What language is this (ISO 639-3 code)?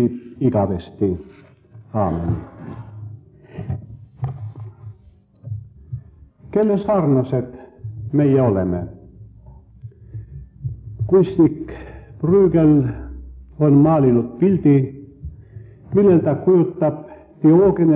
est